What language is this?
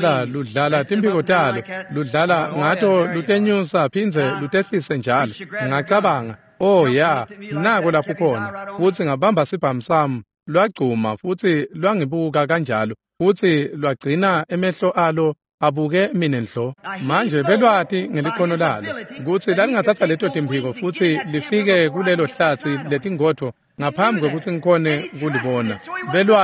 Swati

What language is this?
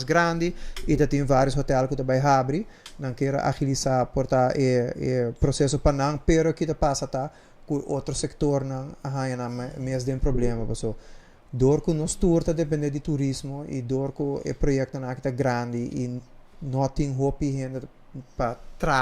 Papiamento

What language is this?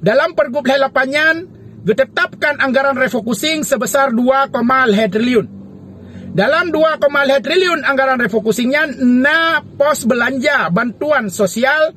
Achinese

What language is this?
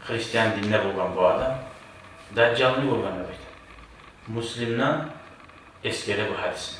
Kumyk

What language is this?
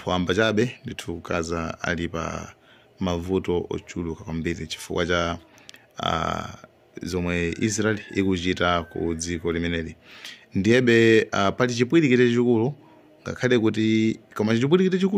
Nyanja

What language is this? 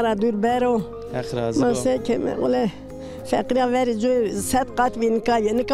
Zaza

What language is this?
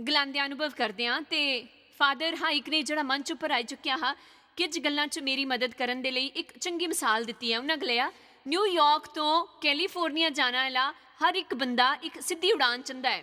Dogri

